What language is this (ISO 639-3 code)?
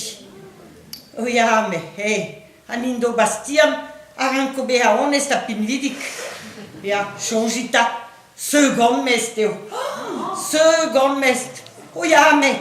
bre